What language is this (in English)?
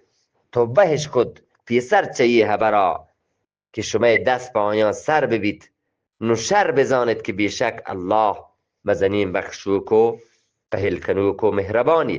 Eastern Balochi